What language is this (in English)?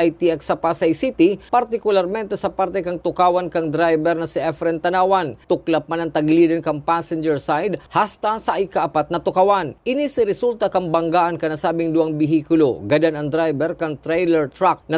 Bikol